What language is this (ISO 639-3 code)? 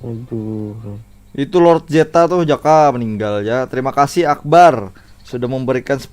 bjn